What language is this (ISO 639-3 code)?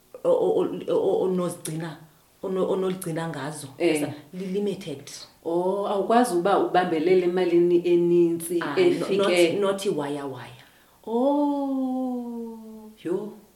xho